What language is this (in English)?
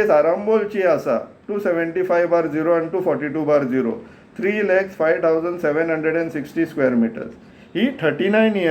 Konkani